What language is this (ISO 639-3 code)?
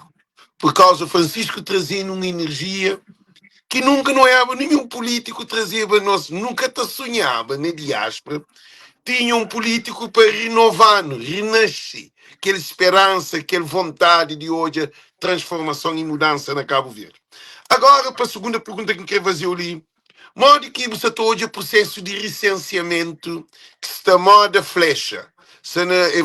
kea